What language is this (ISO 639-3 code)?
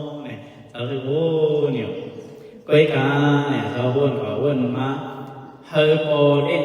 shn